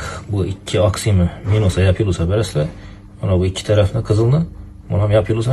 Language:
Uzbek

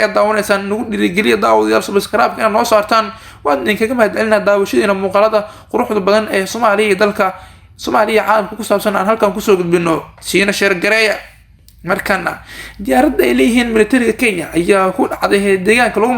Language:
Somali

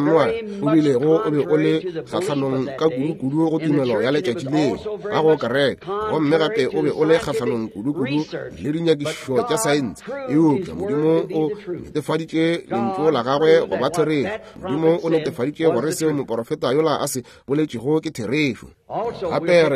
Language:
Northern Sotho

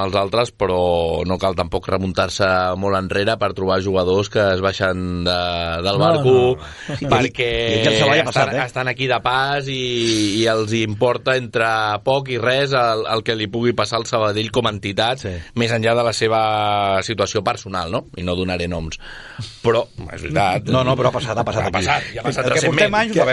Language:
Catalan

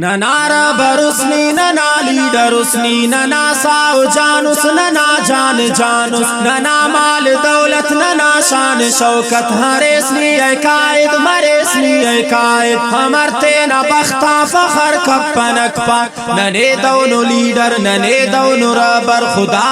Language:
Brahui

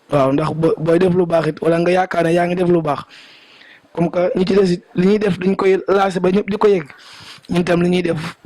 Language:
Wolof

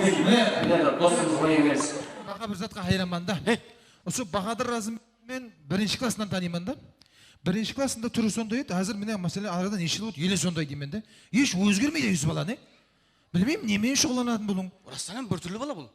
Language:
Kara-Kalpak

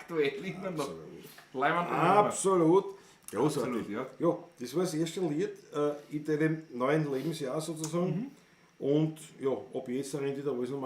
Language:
Bavarian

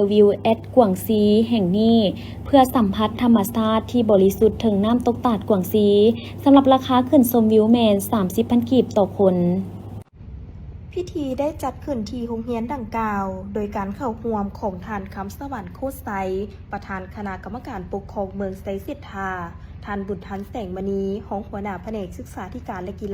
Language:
Lao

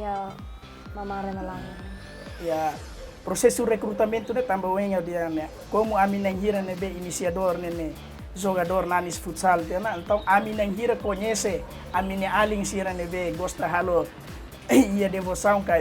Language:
Tetum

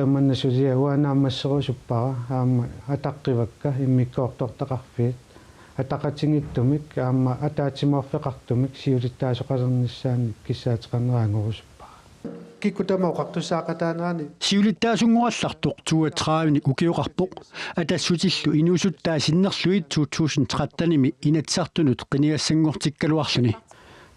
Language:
Kalaallisut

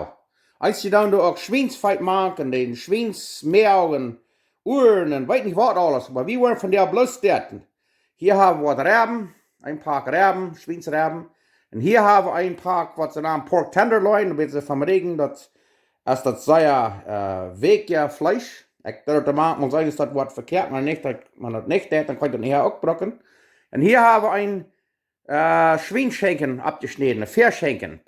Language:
Plautdietsch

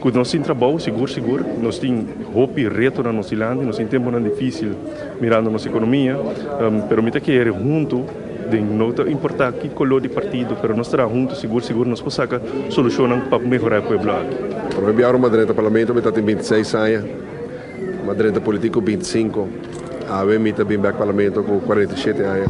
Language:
Papiamento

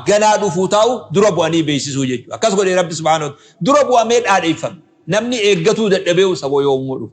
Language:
Oromo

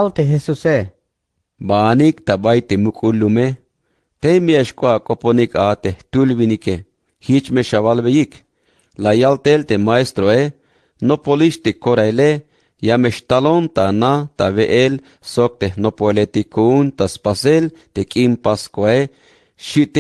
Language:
Tzeltal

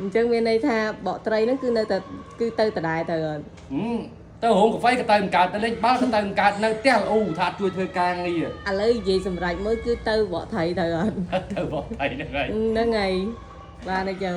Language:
Khmer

